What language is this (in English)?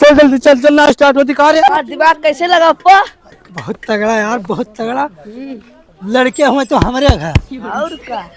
Awadhi